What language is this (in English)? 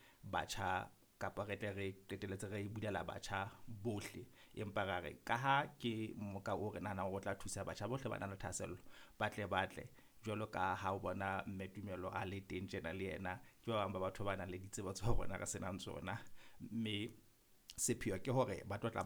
Southern Sotho